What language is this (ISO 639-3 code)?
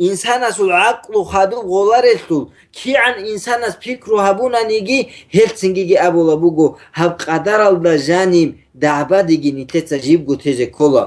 ava